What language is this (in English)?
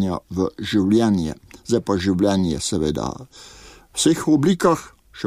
Slovenian